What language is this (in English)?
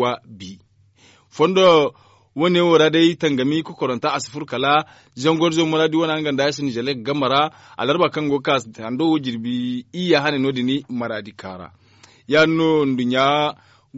Zarma